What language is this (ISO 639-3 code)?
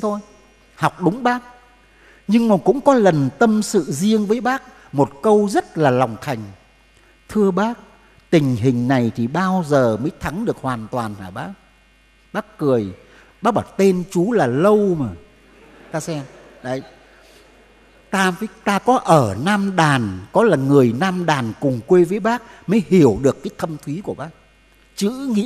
vie